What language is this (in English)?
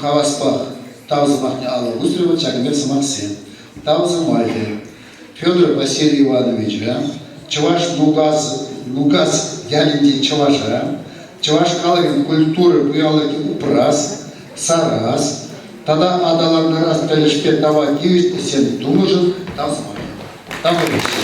Chuvash